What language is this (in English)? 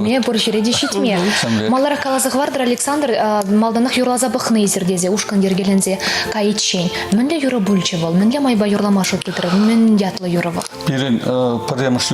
Chuvash